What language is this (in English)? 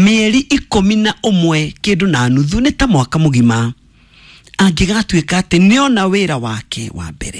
Kikuyu